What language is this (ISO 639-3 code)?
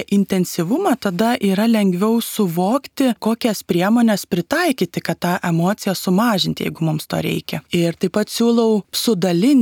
lit